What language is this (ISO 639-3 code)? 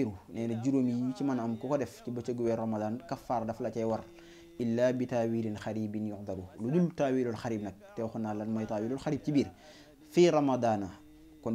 wol